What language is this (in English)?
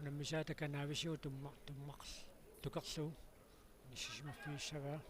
Kalaallisut